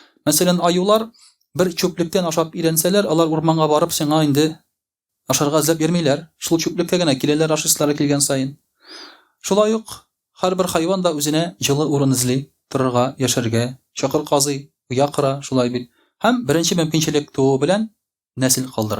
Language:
Tatar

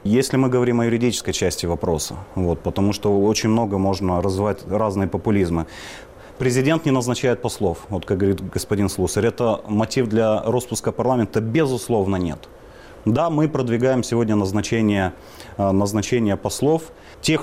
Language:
Russian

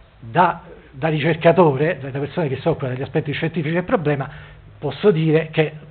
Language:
Italian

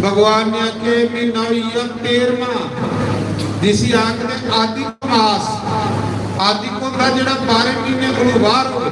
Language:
Dogri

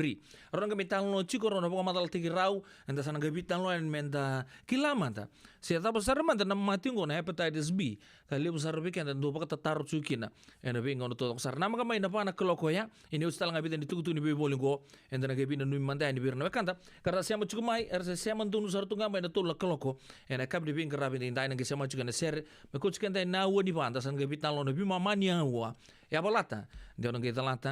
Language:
Fijian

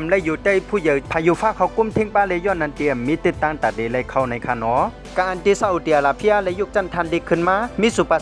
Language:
Shan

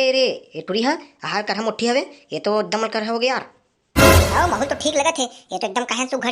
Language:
Chhattisgarhi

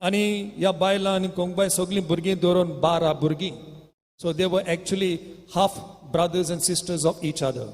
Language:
Konkani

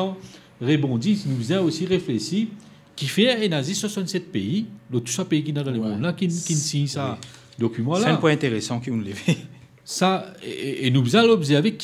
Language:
Morisyen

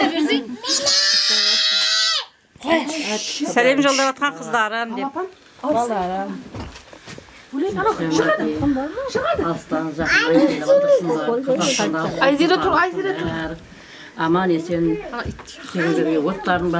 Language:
Kazakh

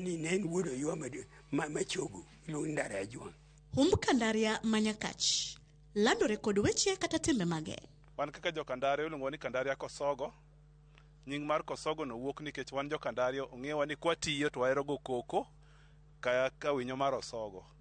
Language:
Luo (Kenya and Tanzania)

